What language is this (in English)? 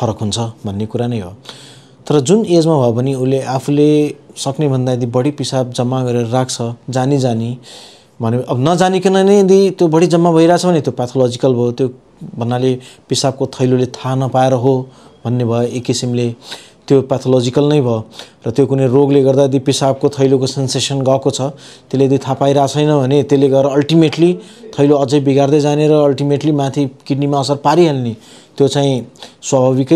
Nepali